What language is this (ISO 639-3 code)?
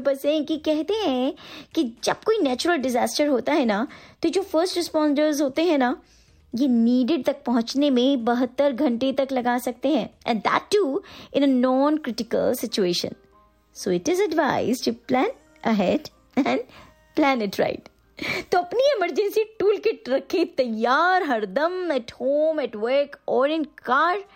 hin